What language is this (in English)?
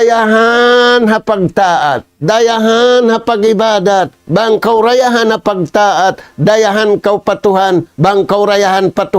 Tausug